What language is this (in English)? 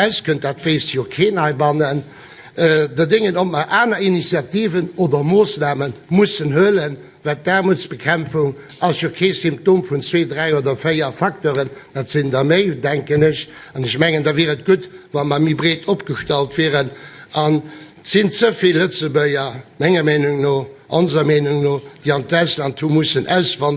Luxembourgish